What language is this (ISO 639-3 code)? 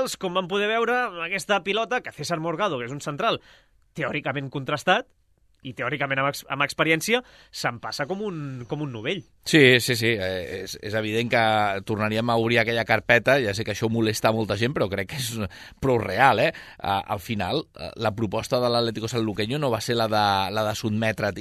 cat